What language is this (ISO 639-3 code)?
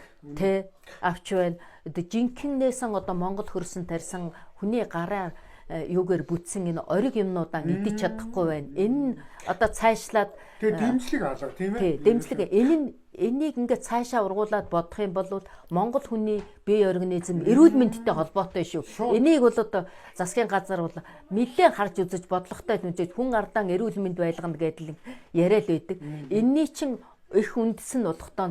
mon